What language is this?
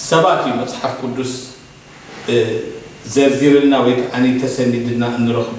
Tigrinya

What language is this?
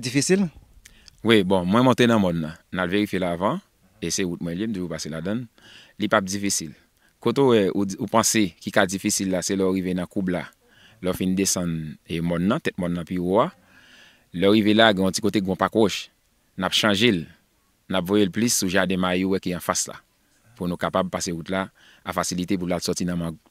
Haitian Creole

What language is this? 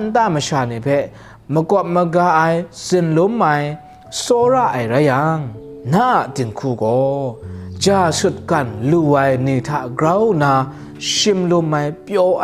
Kachin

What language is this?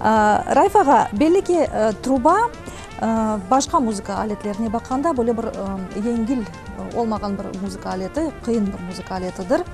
Crimean Tatar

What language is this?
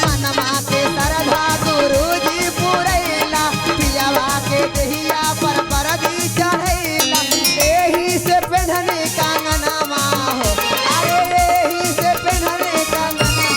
Magahi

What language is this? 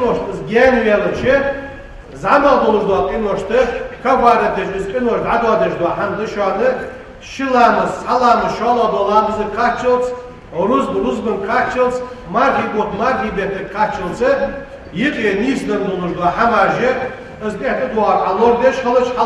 Ingush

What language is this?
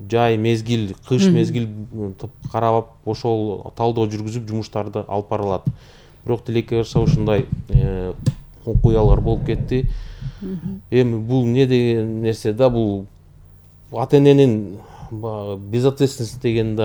Kyrgyz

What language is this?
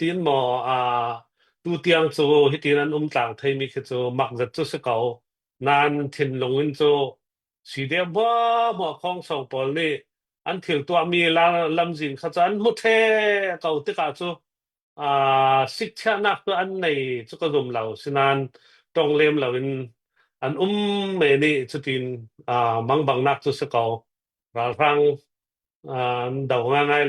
Hakha Chin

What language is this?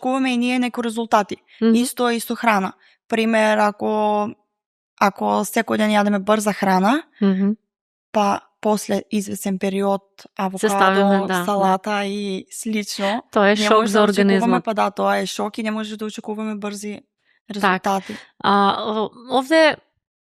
Macedonian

